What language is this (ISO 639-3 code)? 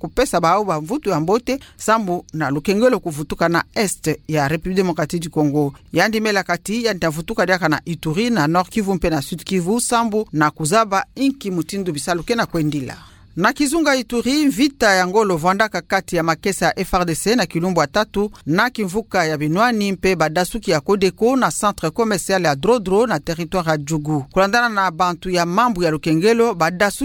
ktu